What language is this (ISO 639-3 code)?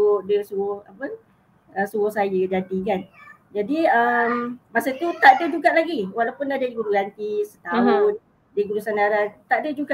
msa